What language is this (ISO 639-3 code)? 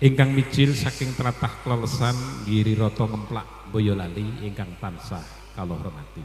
jav